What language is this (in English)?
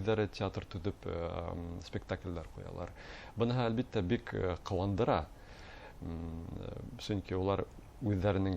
Bashkir